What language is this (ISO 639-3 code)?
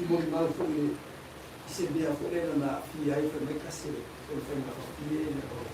smo